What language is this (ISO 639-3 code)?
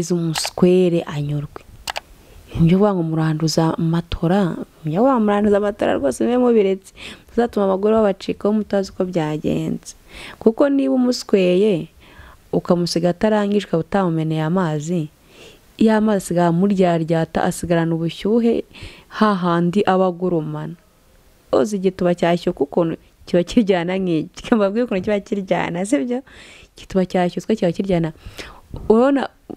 kin